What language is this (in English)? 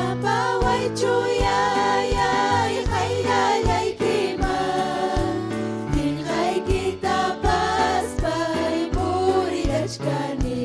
Ayacucho Quechua